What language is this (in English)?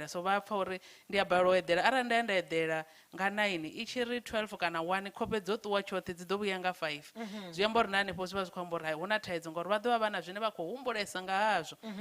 Venda